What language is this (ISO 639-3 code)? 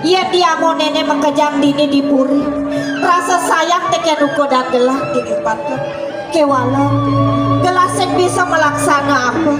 ban